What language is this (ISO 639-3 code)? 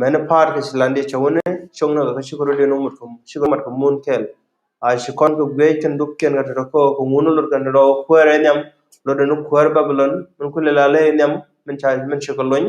nus